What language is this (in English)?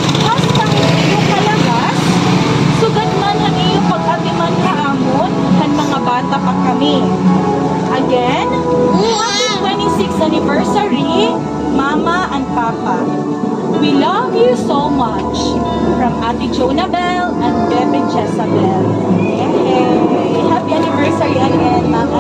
Waray